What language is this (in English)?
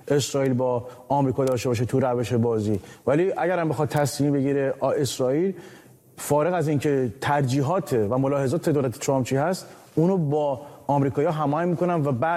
Persian